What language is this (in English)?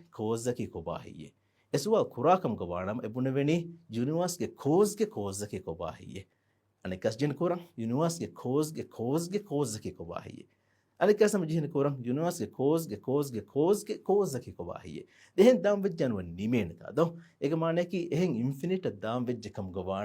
Divehi